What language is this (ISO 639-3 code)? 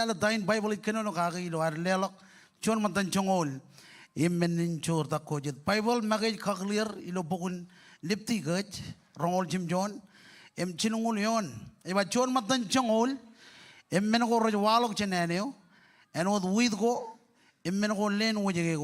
mah